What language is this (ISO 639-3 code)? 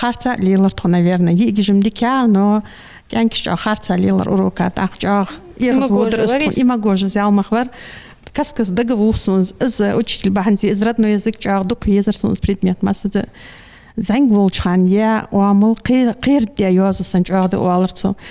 inh